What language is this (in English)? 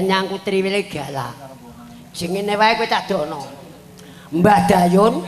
Javanese